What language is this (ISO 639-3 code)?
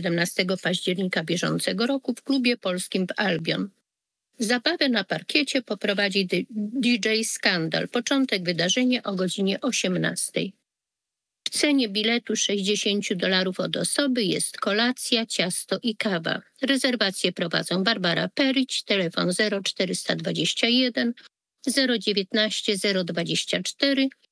pol